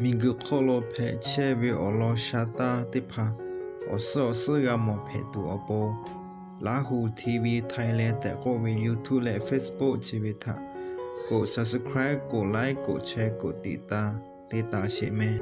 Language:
Lahu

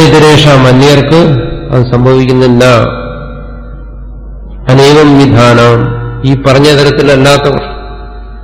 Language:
Malayalam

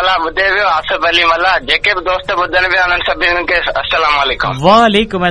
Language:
Sindhi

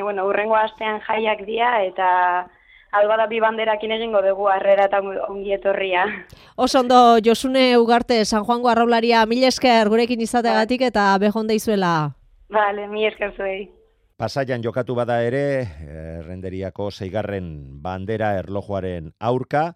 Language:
Basque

